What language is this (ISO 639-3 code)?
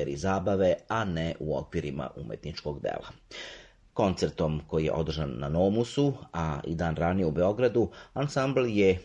srp